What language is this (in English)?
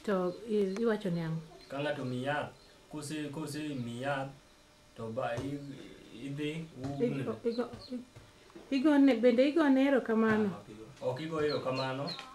Luo (Kenya and Tanzania)